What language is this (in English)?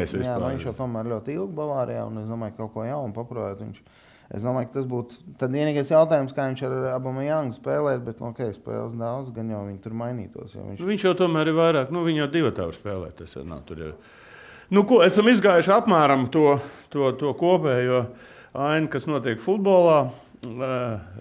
Latvian